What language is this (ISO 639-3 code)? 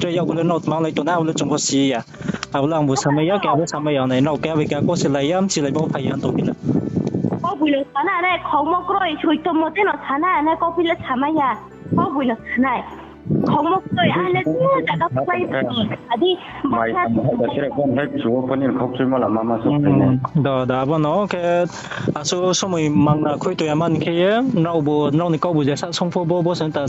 ria